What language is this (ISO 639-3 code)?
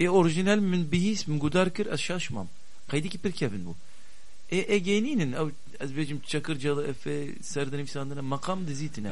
kur